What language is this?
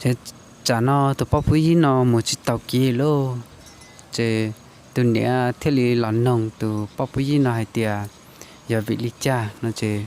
Hmong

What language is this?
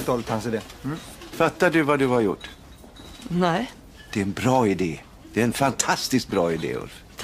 Swedish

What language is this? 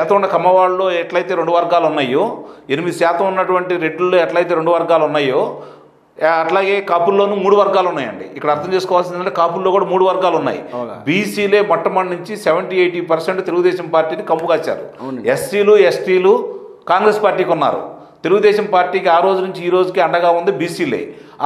Telugu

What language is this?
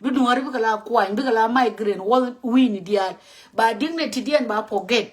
Nuer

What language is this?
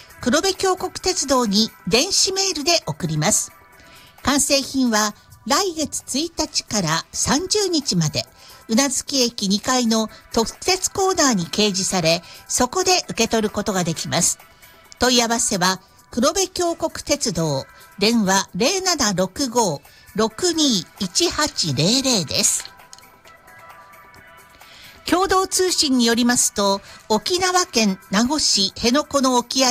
Japanese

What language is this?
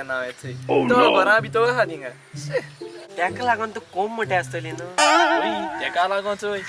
Konkani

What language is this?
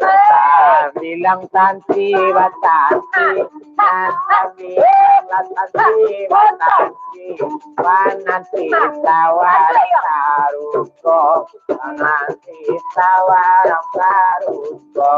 Minangkabau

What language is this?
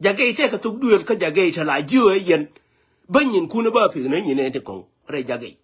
Nuer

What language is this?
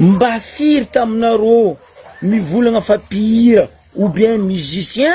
Malagasy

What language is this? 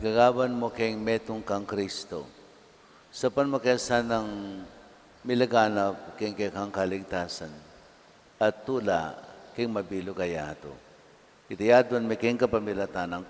Pampanga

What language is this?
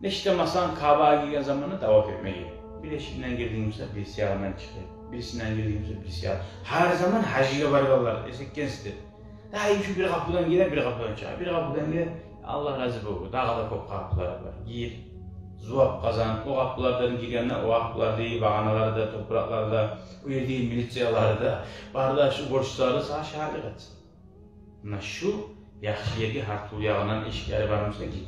Kumyk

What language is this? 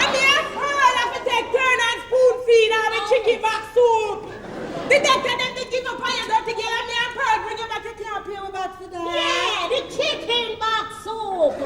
Jamaican Creole English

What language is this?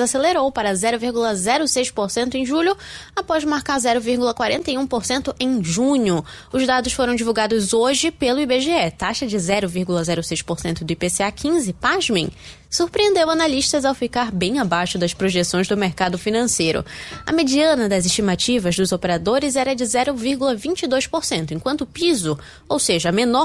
Portuguese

